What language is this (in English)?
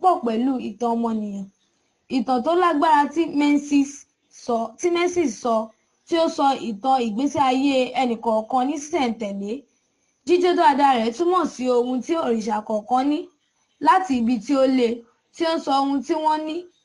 Yoruba